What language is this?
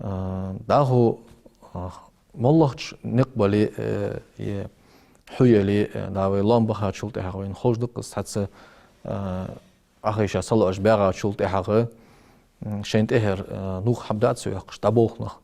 Ingush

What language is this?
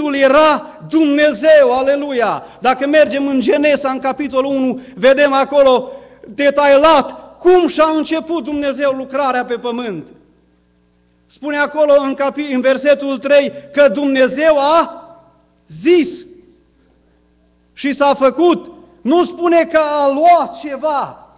Romanian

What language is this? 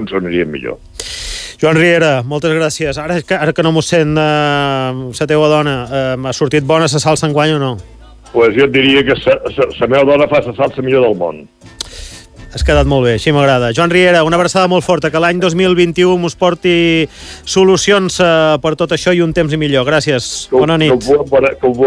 Catalan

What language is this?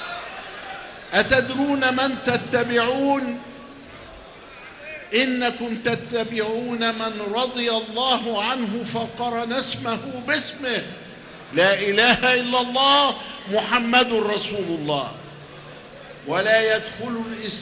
Arabic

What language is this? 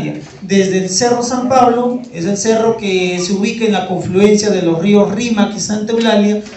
Spanish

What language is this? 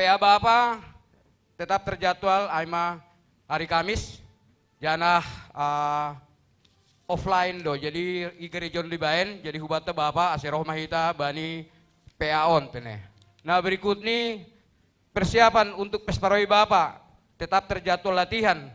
Batak Simalungun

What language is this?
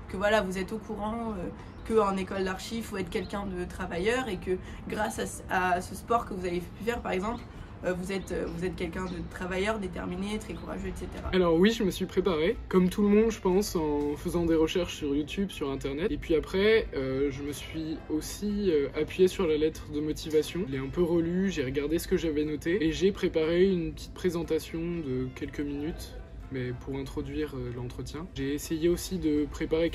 French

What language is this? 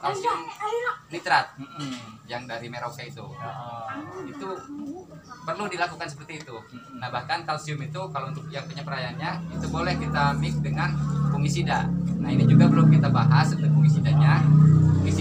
Indonesian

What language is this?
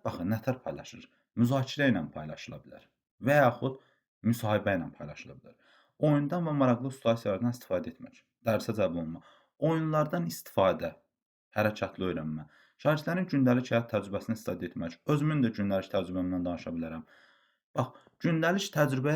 Azerbaijani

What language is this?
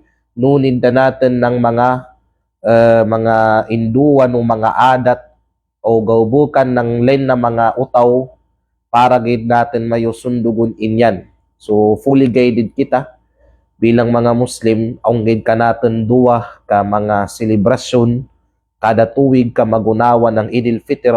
Kalagan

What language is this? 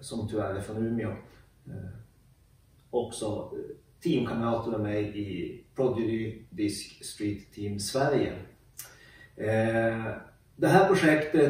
Swedish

